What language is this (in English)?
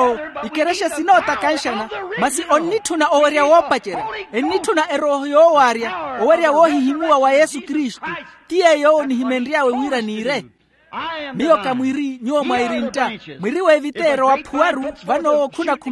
Makhuwa